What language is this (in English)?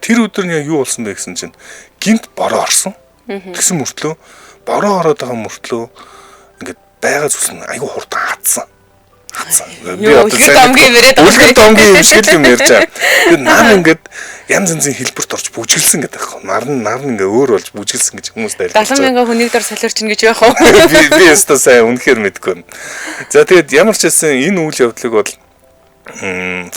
Mongolian